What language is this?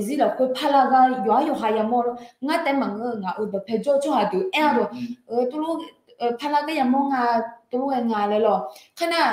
Akha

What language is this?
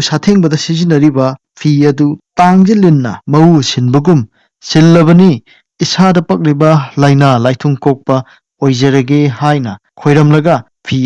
Manipuri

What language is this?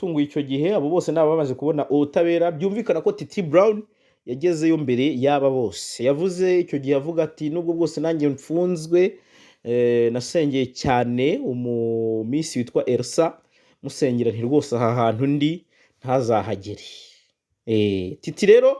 Kinyarwanda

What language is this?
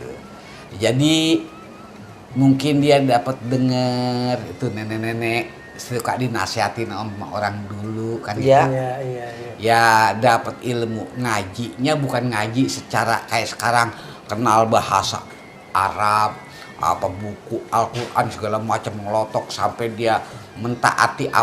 Betawi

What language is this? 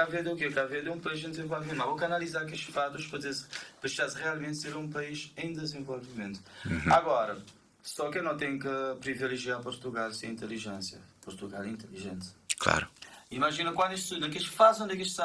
Kabuverdianu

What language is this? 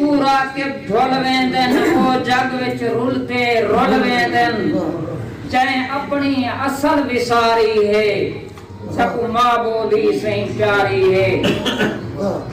Saraiki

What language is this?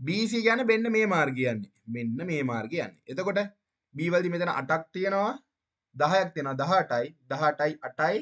Sinhala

